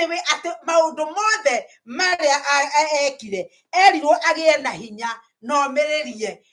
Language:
Kikuyu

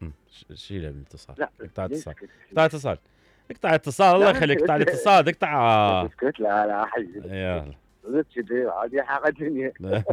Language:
Mesopotamian Arabic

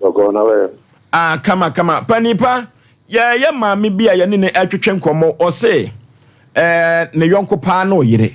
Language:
Akan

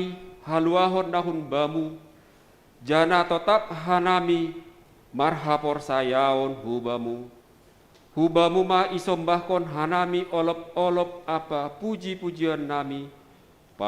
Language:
Batak Simalungun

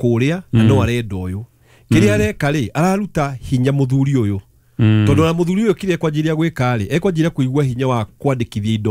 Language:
Kikuyu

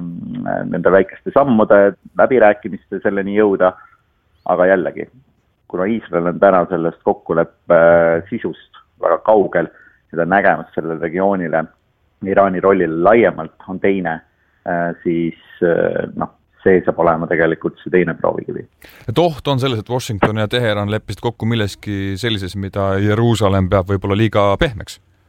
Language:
Estonian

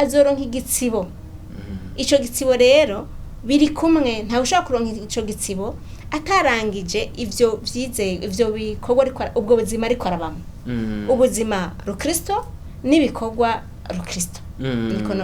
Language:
Rundi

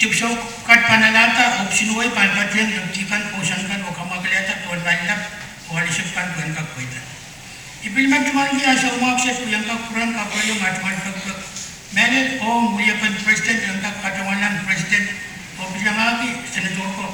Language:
Pohnpeian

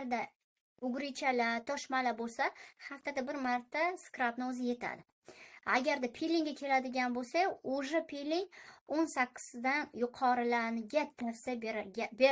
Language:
Uzbek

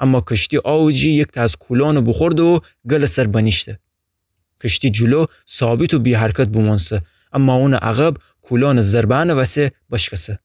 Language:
Gilaki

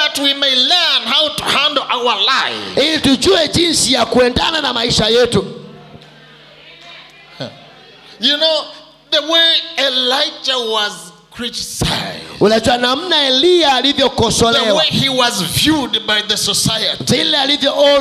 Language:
Swahili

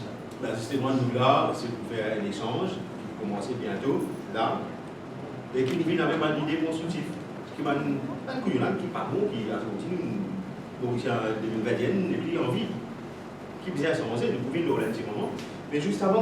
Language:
Morisyen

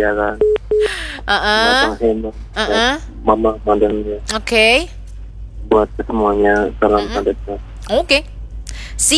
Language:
Banjar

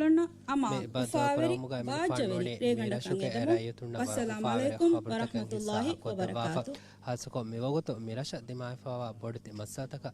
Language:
Divehi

